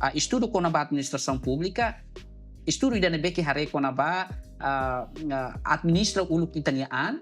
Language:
Tetum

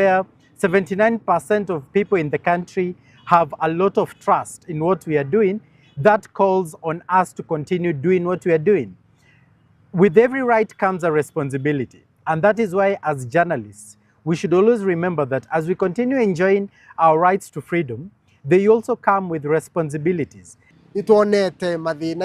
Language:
Meru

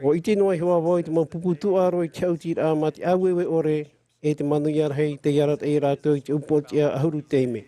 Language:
Tahitian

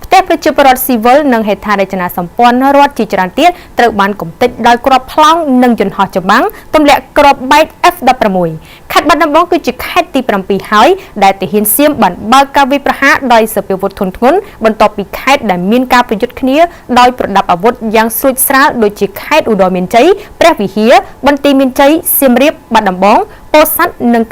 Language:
Khmer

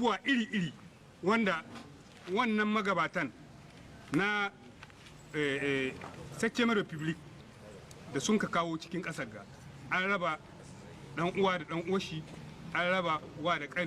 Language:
Hausa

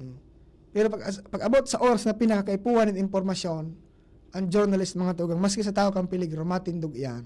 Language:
Bikol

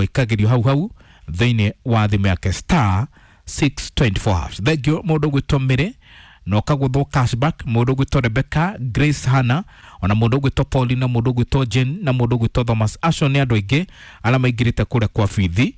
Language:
Kikuyu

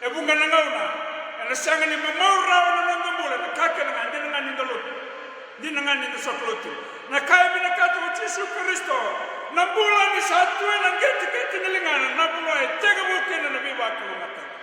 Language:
Fijian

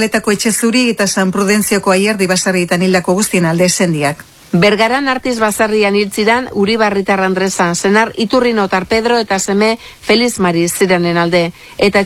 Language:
Basque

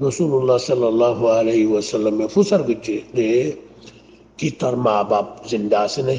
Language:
Rohingya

